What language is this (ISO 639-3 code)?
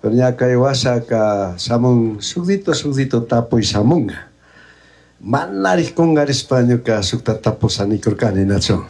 qug